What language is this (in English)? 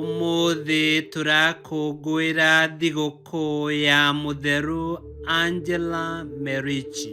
Kikuyu